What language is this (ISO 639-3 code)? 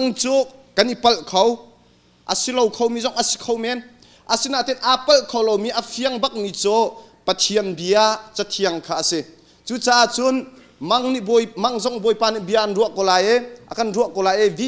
cnh